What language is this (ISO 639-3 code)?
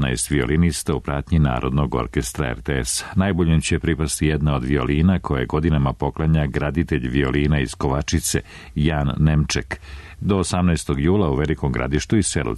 srp